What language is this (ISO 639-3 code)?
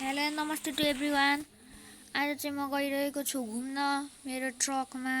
nep